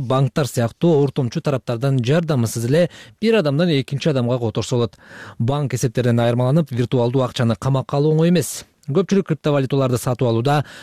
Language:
Kyrgyz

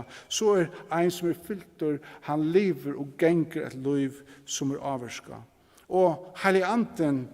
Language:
Faroese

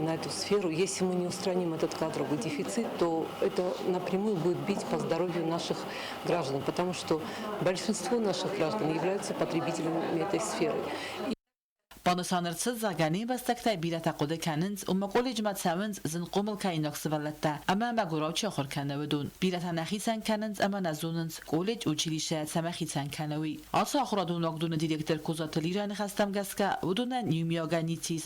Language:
Ossetic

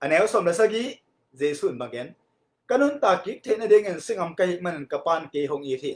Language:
Tedim Chin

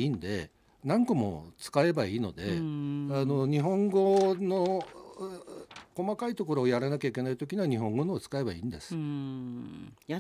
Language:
Japanese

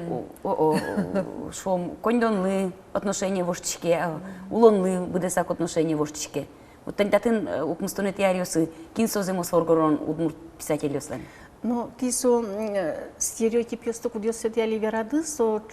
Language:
Udmurt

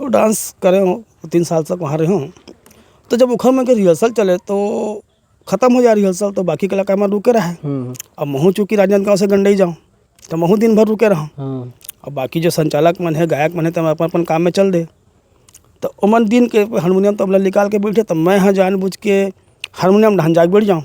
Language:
Chhattisgarhi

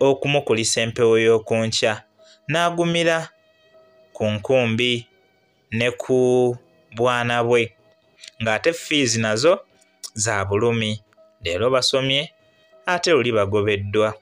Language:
Ganda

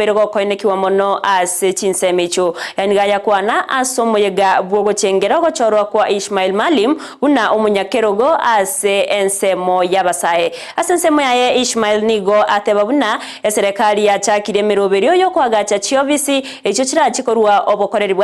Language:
Gusii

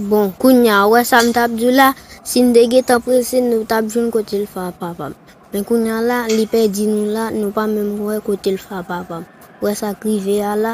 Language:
Haitian Creole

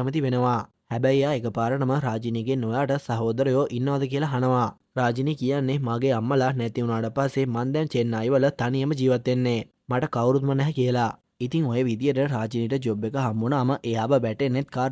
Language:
Sinhala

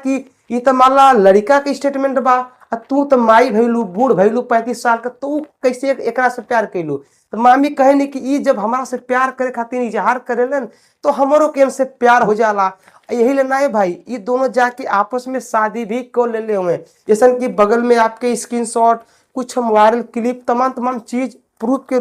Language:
Bhojpuri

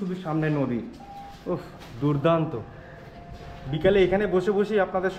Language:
Bangla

